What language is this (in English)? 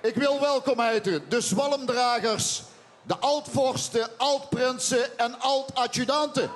Limburgish